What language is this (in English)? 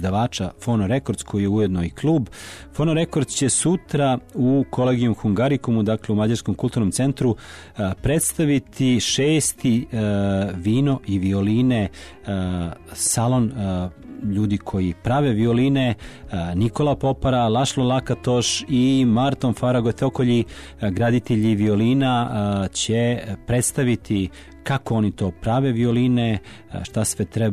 Serbian